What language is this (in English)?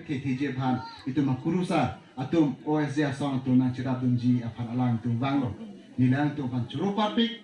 Karbi